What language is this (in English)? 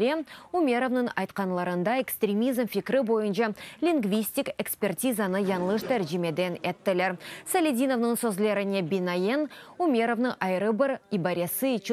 Crimean Tatar